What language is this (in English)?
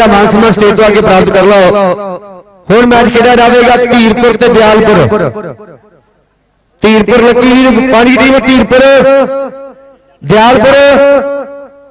Punjabi